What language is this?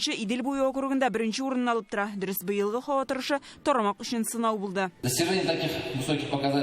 Tatar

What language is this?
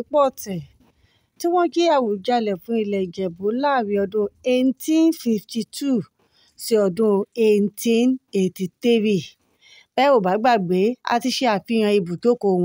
Yoruba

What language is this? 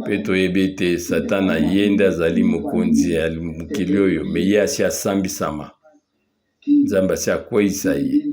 Lingala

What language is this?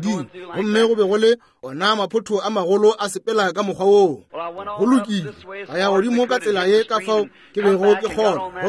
Northern Sotho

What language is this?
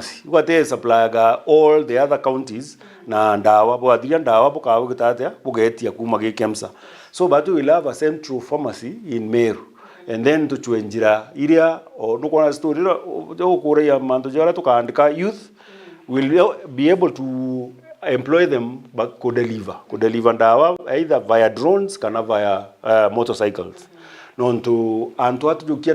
Meru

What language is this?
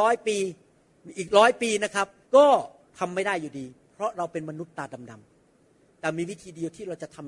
Thai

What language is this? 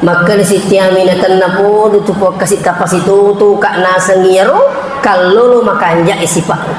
Buginese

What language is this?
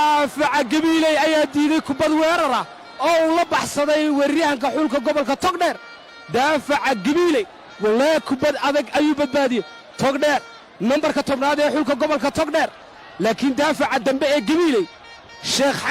Somali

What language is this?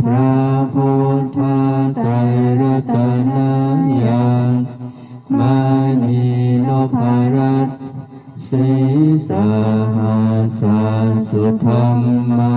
Pali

